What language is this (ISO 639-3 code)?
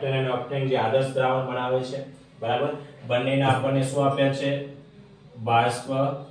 guj